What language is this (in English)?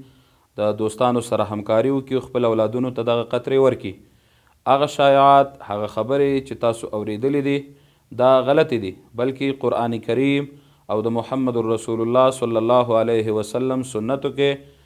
Pashto